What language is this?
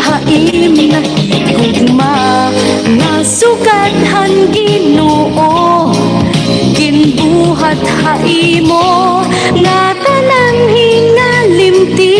Waray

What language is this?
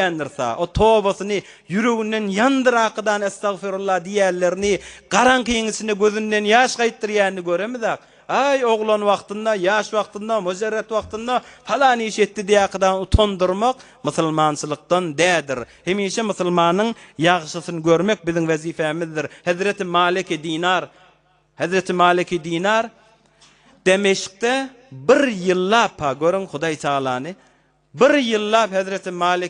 Turkmen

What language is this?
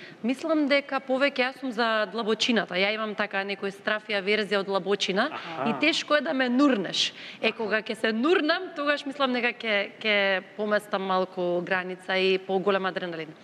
Macedonian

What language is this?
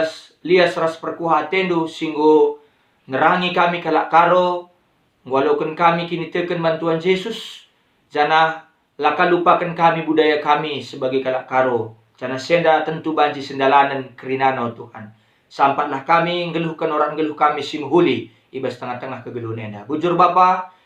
Batak Karo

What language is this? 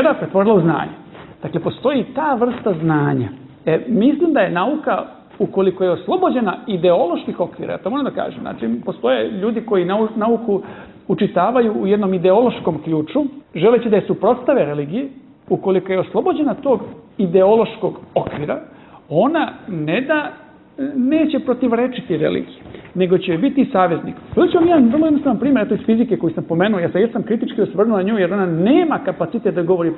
Serbian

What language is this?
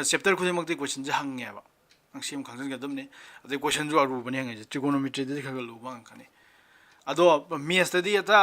Manipuri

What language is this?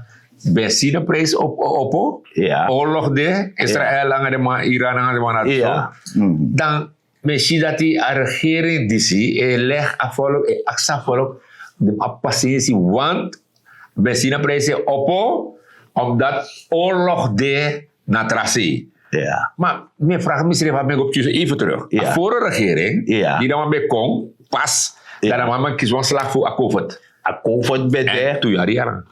Sranan Tongo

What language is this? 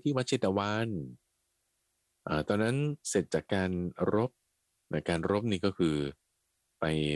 Thai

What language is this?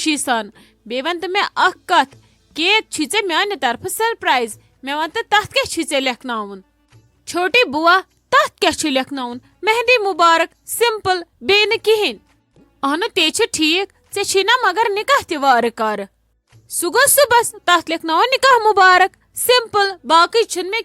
Kashmiri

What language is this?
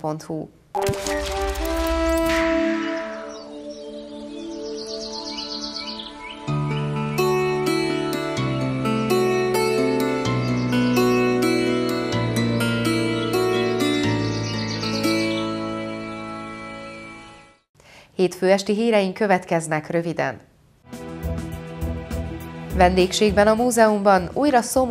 Hungarian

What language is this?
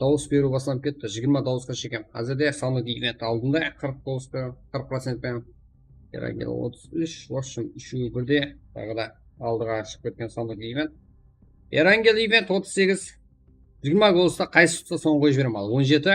Kara-Kalpak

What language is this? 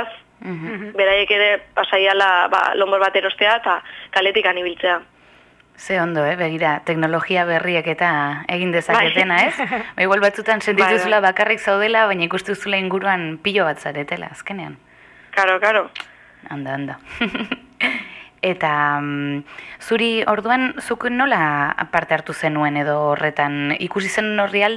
Basque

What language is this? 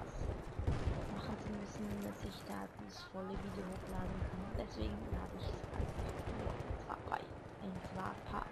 Swiss German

